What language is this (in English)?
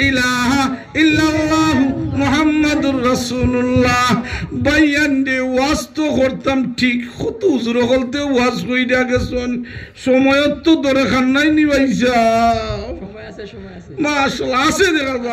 Sylheti